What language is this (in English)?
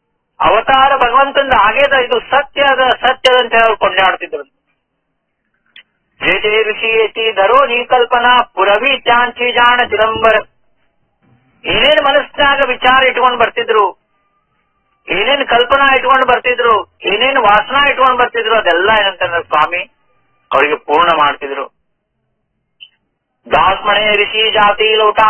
Kannada